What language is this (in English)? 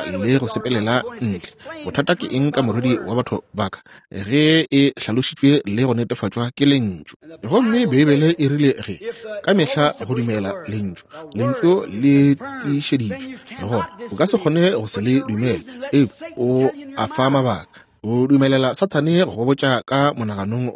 Northern Sotho